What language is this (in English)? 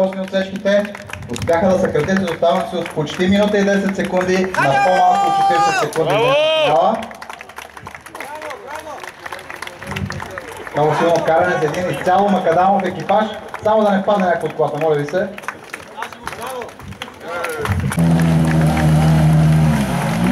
Bulgarian